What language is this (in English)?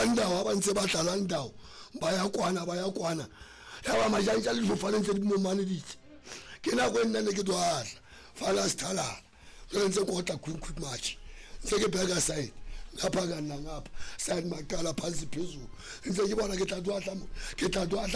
Southern Sotho